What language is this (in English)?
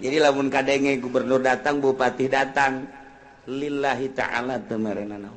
Sundanese